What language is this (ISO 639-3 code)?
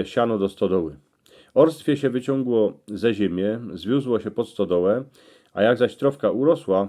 szl